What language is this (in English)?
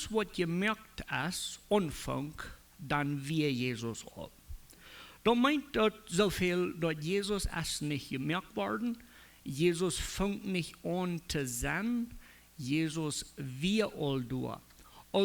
Plautdietsch